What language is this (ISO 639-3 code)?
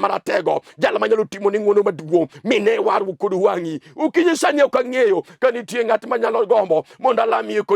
luo